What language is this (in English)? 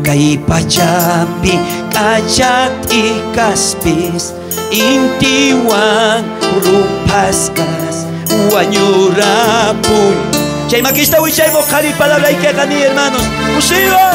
South Bolivian Quechua